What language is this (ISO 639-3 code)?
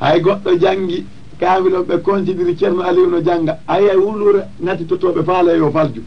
ful